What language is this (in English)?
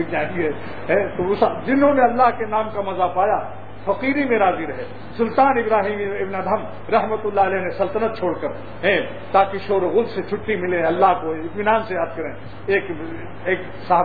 Urdu